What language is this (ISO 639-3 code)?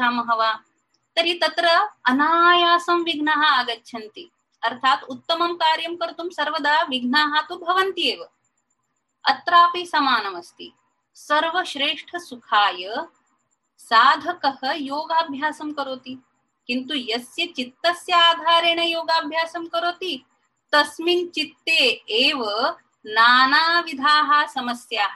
san